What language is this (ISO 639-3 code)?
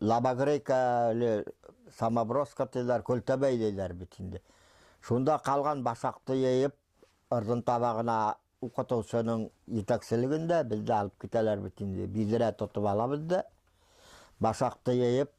bak